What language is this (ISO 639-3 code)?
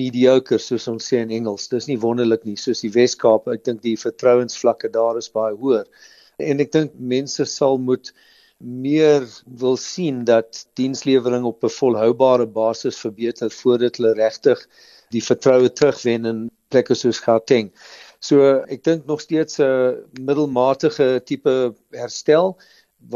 afr